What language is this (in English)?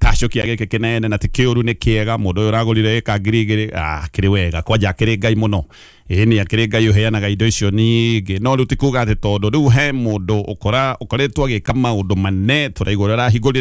Kikuyu